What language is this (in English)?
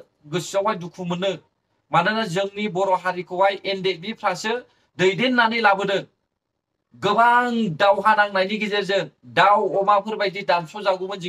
Bodo